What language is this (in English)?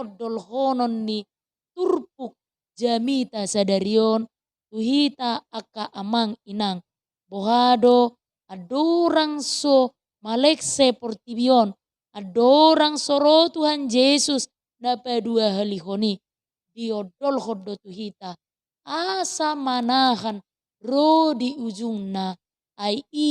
Batak Toba